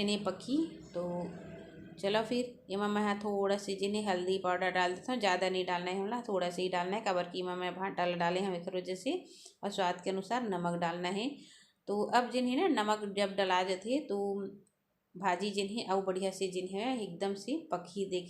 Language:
Chhattisgarhi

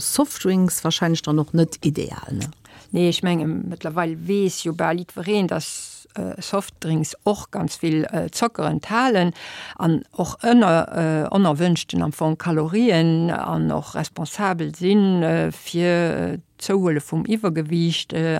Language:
Luxembourgish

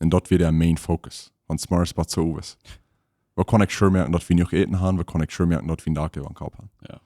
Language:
Plautdietsch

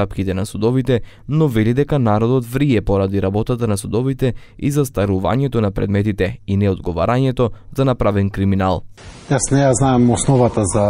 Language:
Macedonian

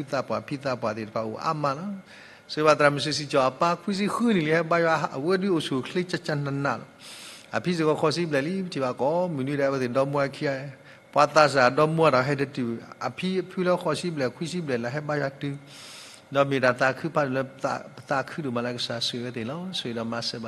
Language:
S'gaw Karen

